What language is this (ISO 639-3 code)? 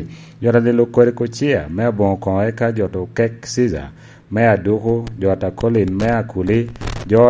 laj